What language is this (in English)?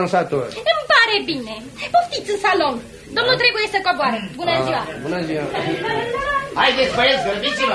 Romanian